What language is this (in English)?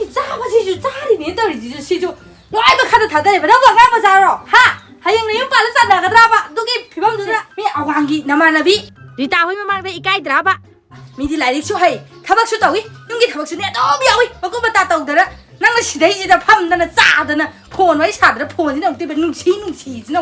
Manipuri